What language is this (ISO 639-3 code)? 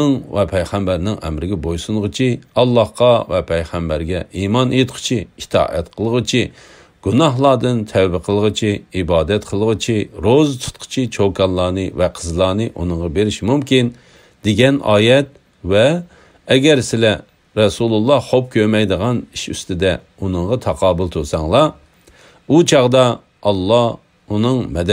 uig